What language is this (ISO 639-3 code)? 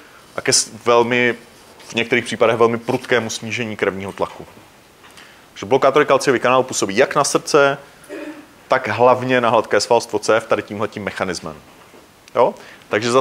ces